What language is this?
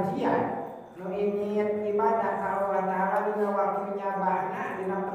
Sundanese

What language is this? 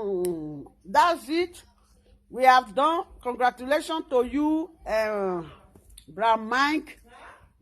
Nigerian Pidgin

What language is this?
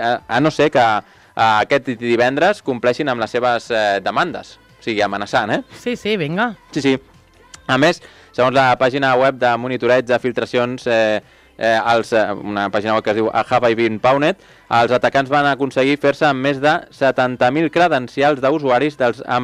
Catalan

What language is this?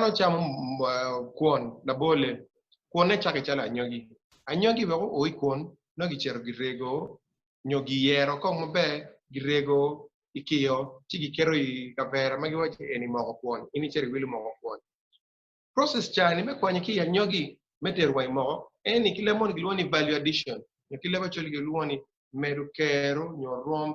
Acoli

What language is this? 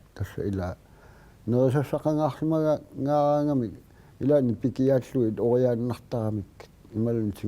Kalaallisut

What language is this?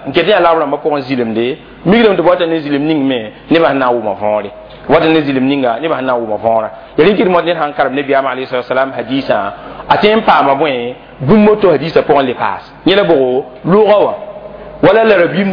Mossi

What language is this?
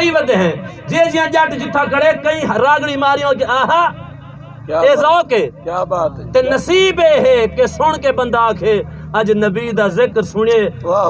Saraiki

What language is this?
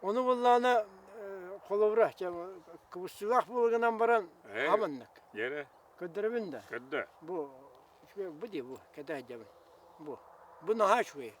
Yakut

